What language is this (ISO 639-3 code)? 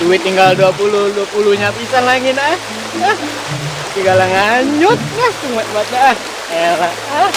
bew